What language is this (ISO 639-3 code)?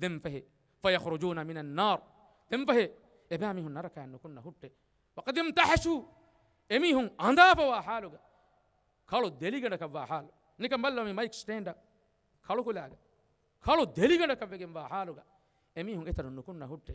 div